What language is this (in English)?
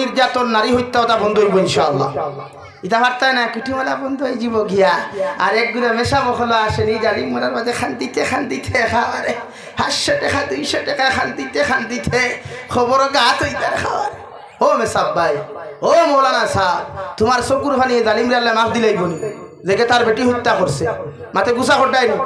Sylheti